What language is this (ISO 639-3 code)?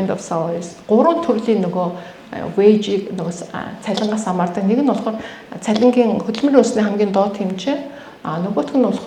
mon